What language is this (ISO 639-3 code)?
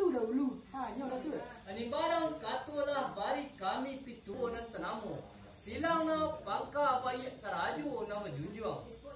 min